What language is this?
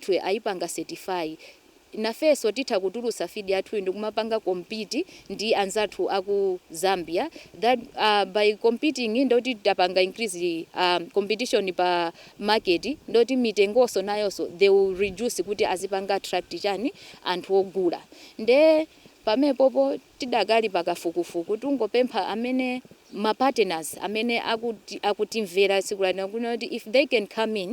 Nyanja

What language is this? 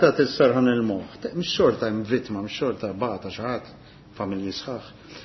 Maltese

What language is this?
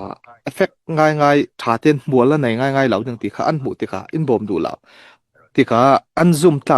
Falam Chin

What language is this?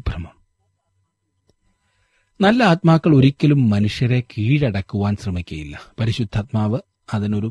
Malayalam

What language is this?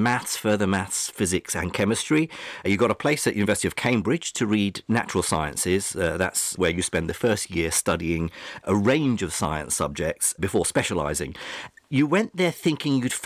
English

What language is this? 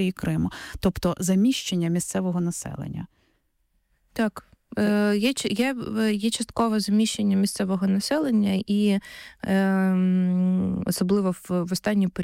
Ukrainian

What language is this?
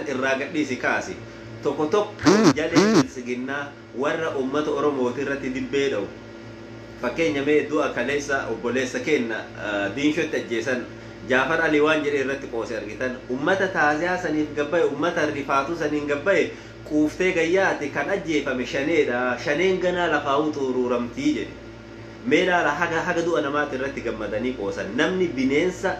Oromo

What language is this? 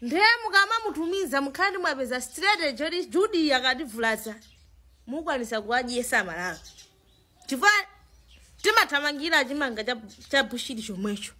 Nyanja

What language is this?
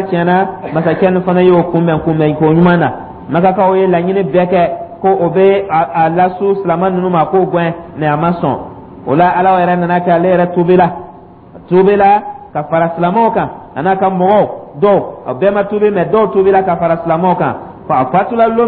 Dyula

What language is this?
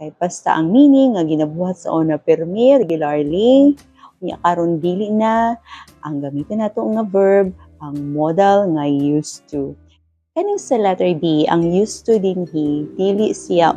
Cebuano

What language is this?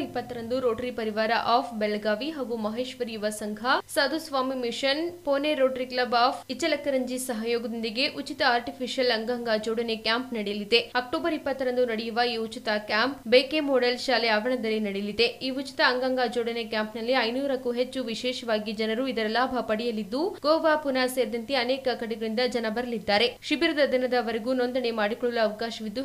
Kannada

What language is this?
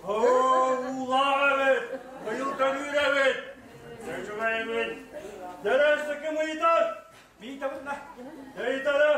Yakut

